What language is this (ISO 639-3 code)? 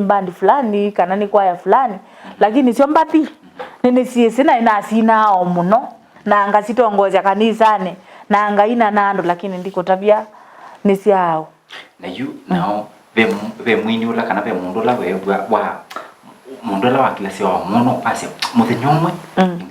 kam